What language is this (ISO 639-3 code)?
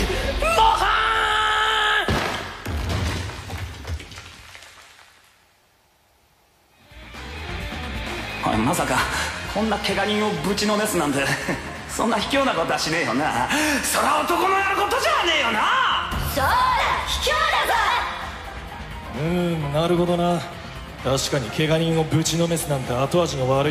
jpn